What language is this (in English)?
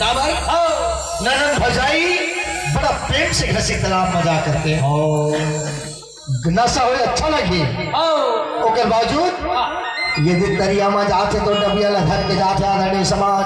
Chhattisgarhi